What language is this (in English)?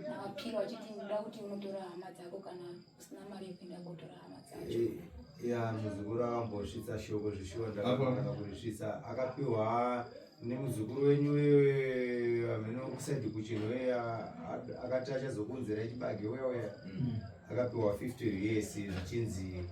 Shona